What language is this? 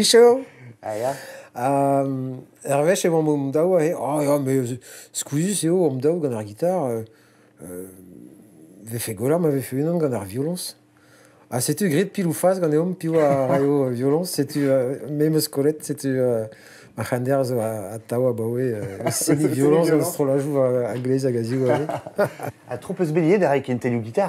Breton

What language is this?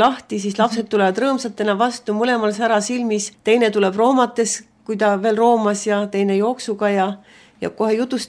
Estonian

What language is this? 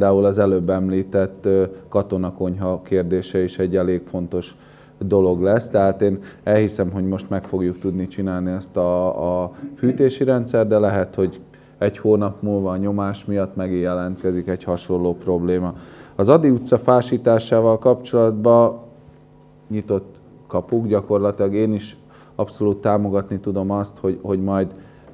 Hungarian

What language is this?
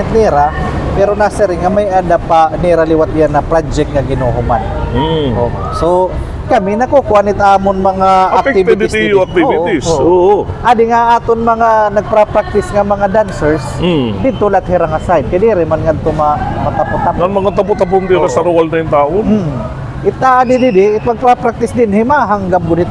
Waray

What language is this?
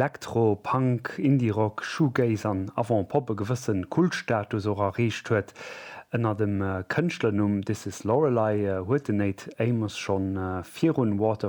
Luxembourgish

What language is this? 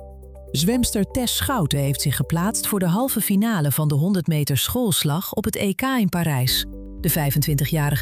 Dutch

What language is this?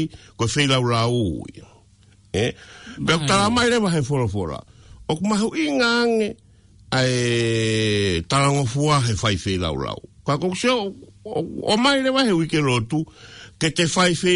Tongan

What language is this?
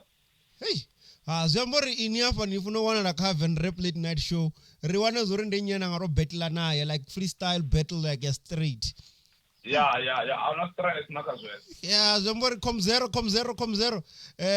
Venda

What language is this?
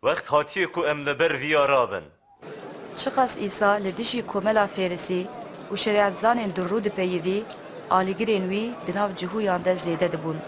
Kurdish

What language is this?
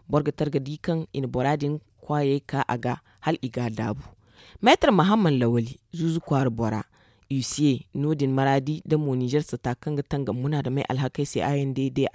Zarma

